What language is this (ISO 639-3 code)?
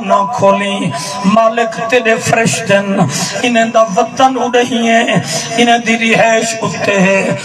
skr